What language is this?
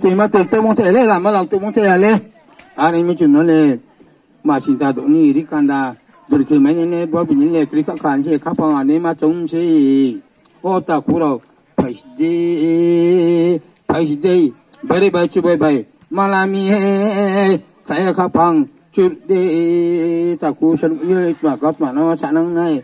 Riang (India)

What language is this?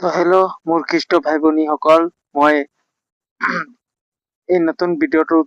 Assamese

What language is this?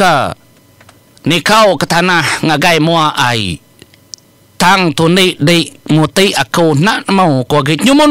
Iban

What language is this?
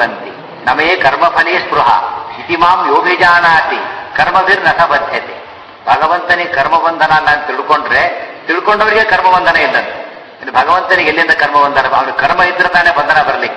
Kannada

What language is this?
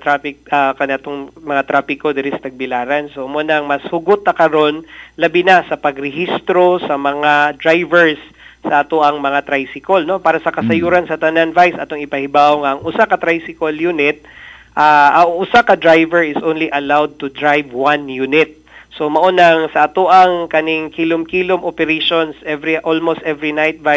Cebuano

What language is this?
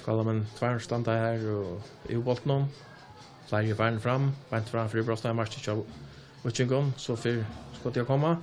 Faroese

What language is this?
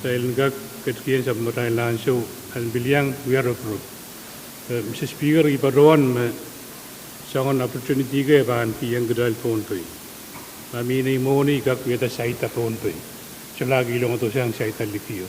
Pohnpeian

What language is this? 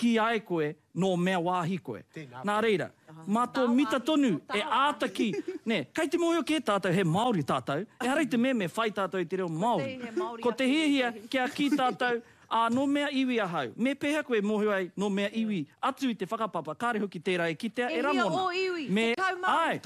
Māori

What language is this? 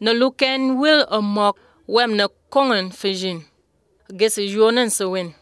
Azerbaijani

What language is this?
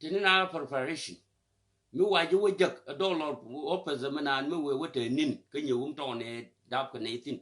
Nuer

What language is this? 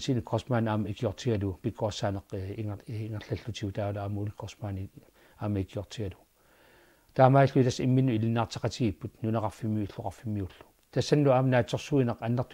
Kalaallisut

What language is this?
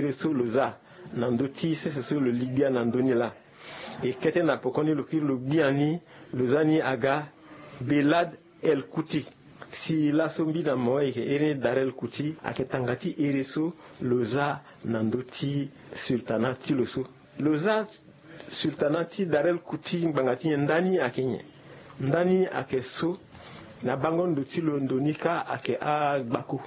Sango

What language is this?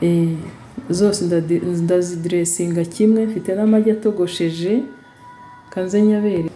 Kinyarwanda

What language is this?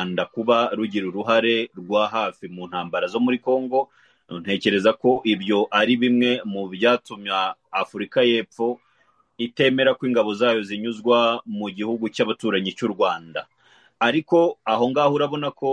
Kinyarwanda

